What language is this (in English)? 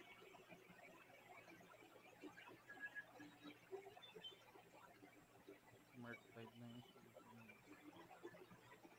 Filipino